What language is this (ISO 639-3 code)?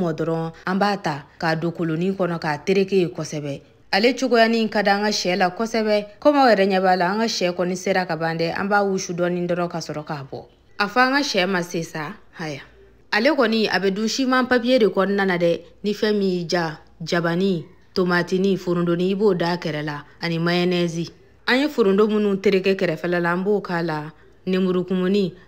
bam